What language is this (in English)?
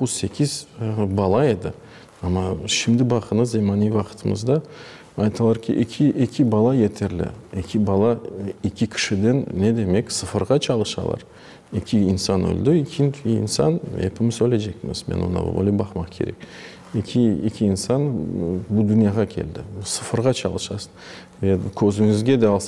Crimean Tatar